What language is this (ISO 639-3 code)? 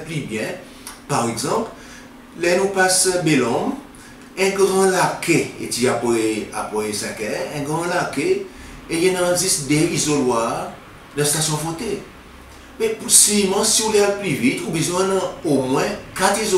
crs